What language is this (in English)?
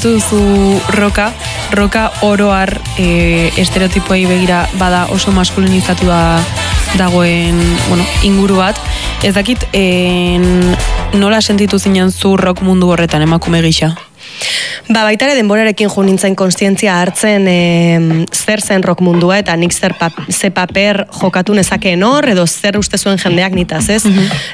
Basque